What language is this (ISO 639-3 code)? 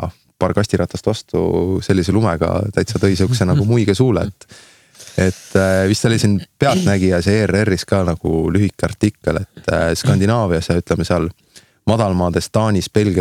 est